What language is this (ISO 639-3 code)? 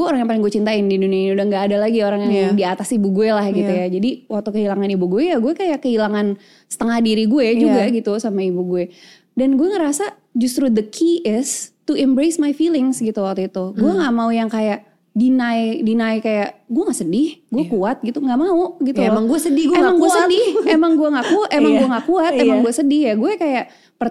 ind